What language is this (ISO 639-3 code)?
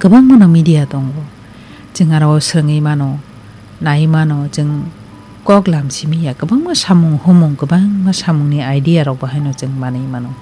trp